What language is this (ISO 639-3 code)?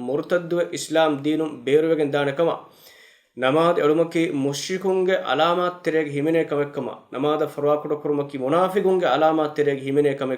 div